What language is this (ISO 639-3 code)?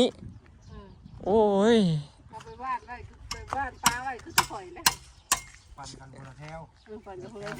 tts